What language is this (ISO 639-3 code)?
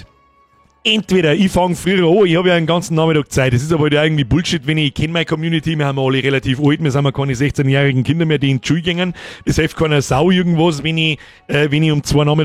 bar